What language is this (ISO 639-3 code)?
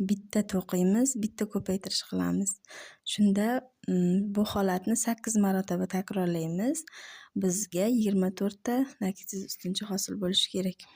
uzb